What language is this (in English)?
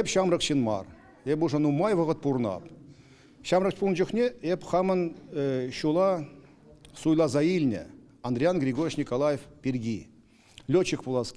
Chuvash